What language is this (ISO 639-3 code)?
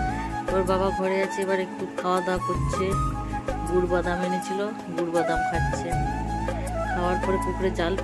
ben